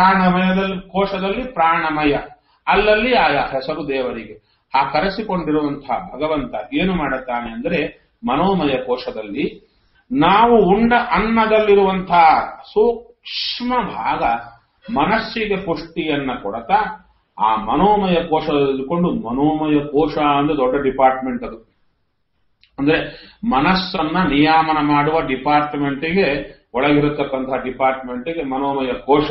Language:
Kannada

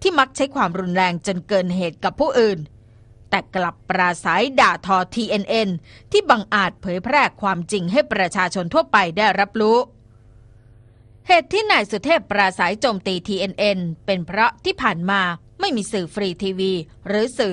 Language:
Thai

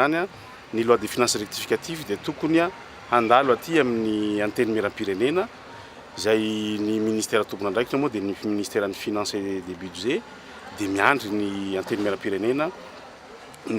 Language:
Malagasy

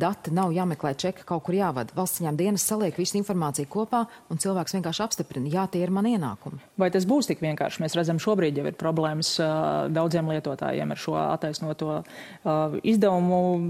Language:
Latvian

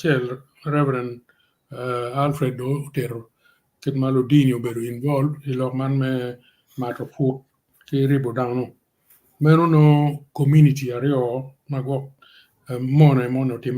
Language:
Acoli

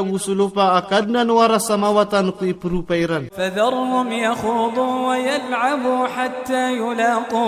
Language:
Maranao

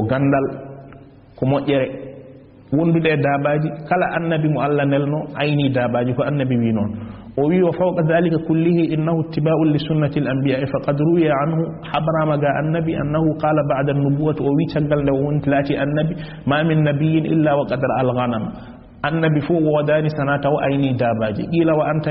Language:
Fula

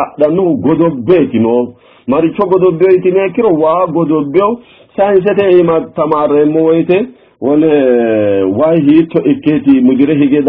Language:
Sidamo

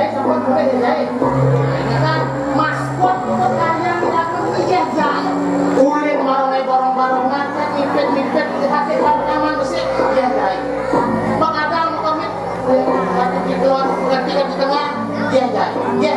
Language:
Balinese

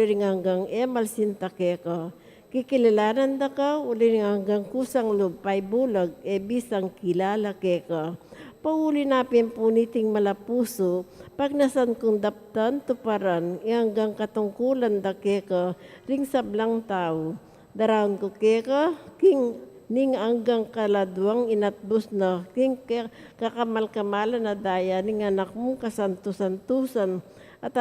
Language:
Pampanga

